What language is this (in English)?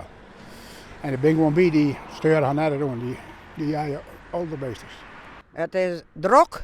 Western Frisian